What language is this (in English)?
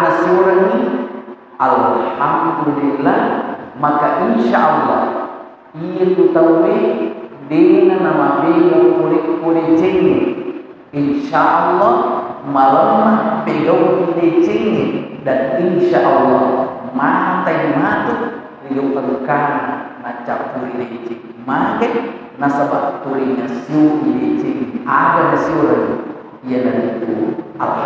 Buginese